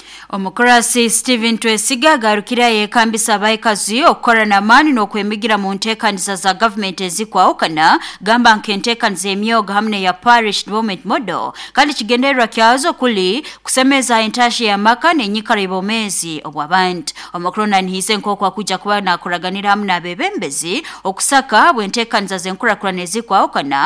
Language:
Nyoro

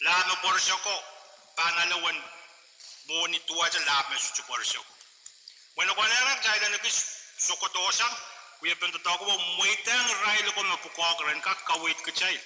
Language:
Pohnpeian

